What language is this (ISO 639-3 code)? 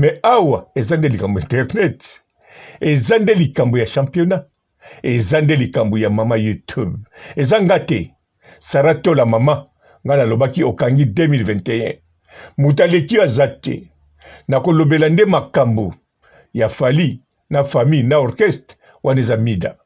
lin